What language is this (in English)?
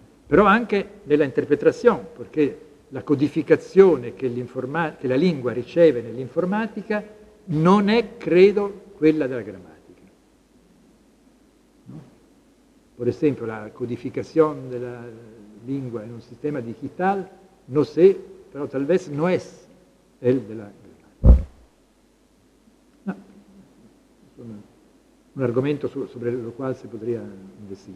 Italian